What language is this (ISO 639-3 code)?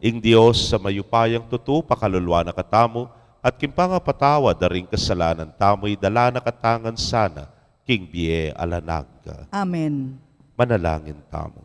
pam